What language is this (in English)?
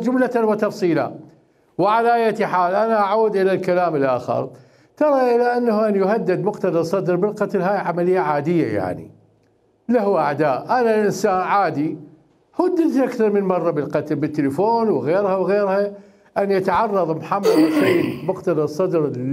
Mesopotamian Arabic